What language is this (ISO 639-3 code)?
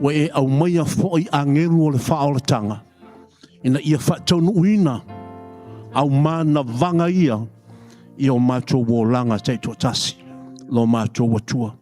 smo